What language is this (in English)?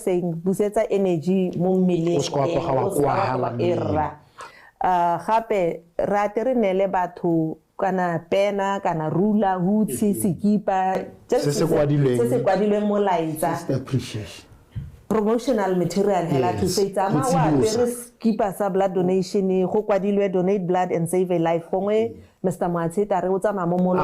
Tswana